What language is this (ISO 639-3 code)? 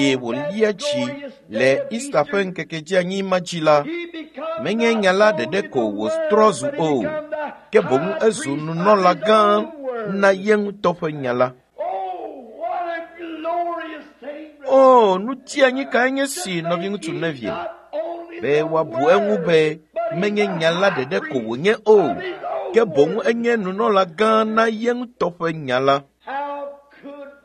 ewe